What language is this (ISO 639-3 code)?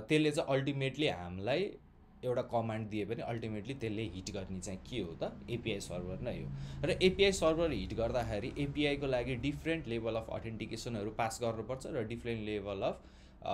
nep